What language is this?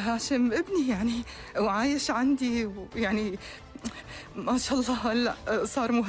North Levantine Arabic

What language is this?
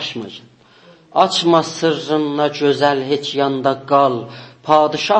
South Azerbaijani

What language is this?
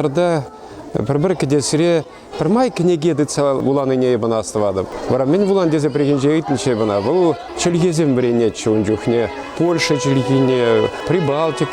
Chuvash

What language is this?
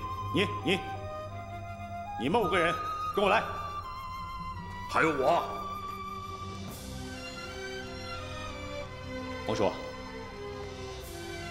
Chinese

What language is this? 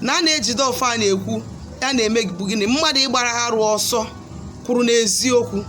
Igbo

